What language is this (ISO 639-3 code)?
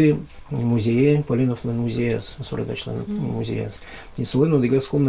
udm